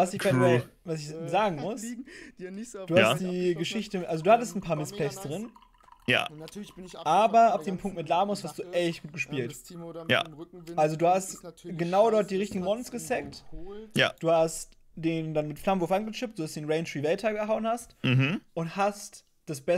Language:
German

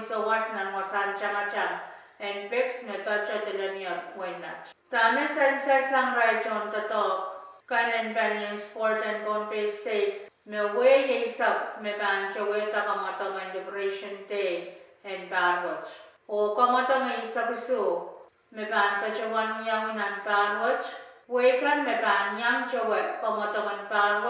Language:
Pohnpeian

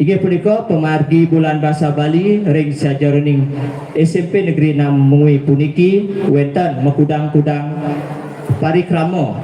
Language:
Balinese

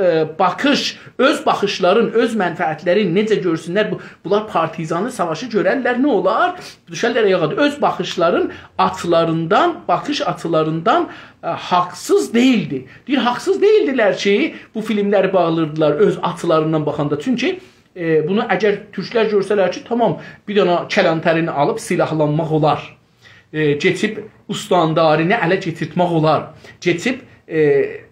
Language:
South Azerbaijani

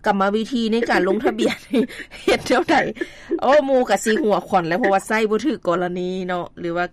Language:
Lao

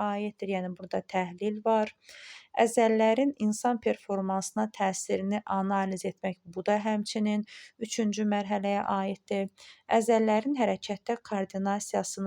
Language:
Azerbaijani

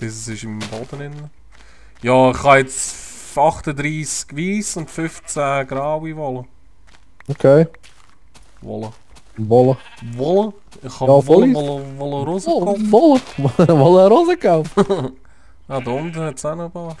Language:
Swiss German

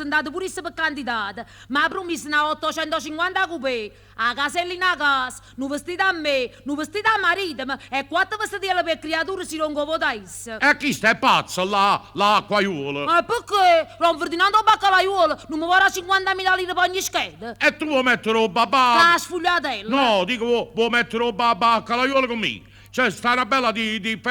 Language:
Neapolitan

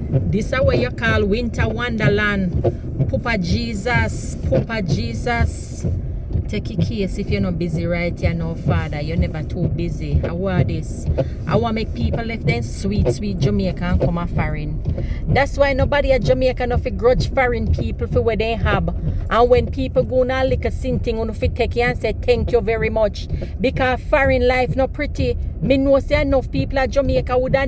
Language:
Jamaican Creole English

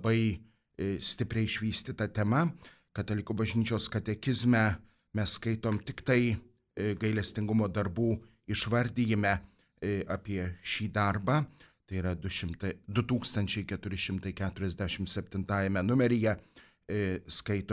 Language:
Lithuanian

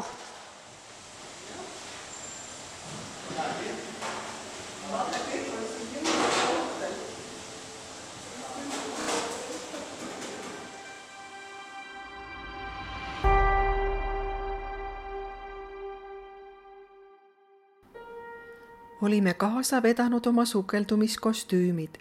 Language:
Estonian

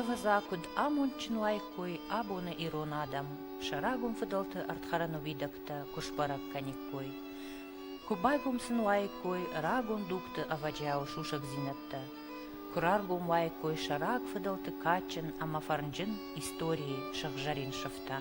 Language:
Ossetic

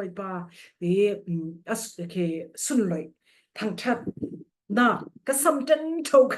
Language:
Falam Chin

